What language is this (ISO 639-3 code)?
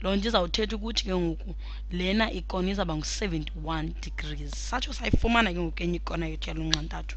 xho